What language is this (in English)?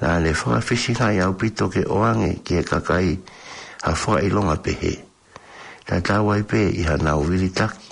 Tongan